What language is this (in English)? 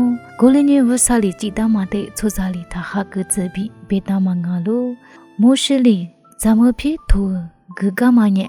Lisu